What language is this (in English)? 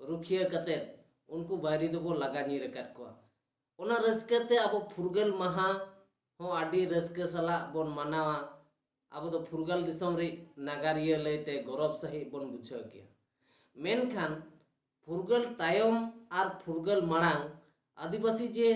Santali